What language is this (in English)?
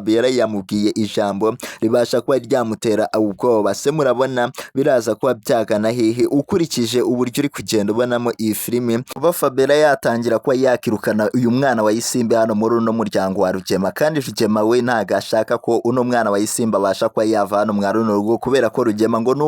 Kinyarwanda